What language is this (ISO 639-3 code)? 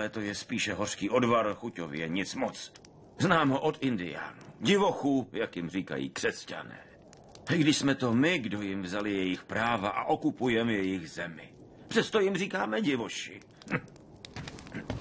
ces